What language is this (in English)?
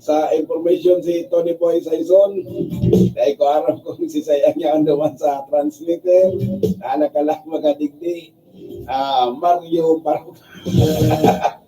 Bikol